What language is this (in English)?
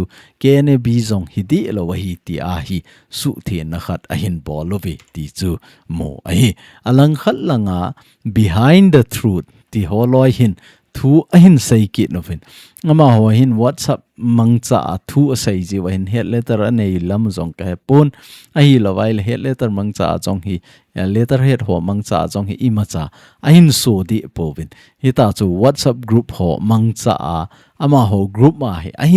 Thado Chin